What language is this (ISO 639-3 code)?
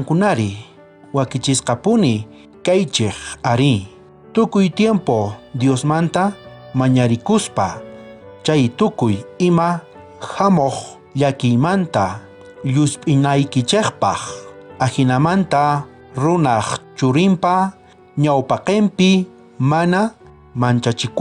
quh